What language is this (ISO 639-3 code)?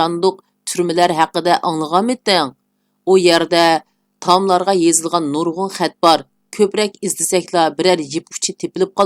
uig